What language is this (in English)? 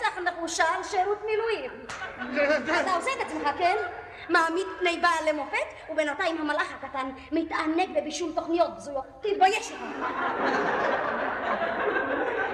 Hebrew